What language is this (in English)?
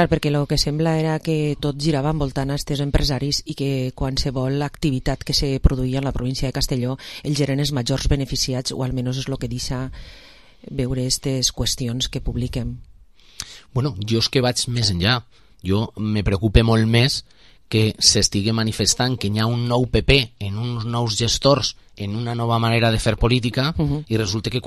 Catalan